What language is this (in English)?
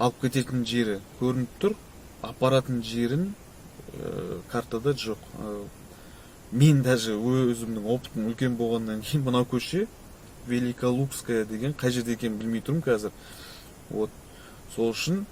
Kazakh